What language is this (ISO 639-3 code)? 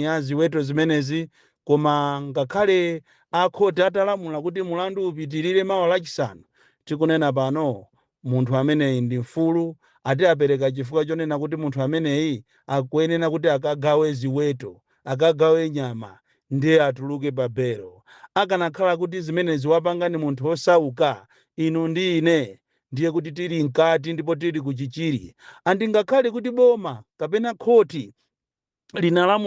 nya